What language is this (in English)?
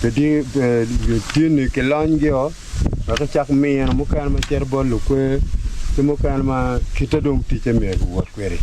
Acoli